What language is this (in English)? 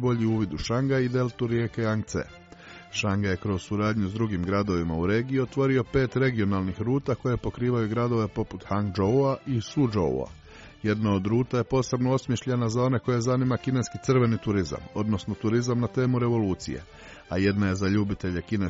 Croatian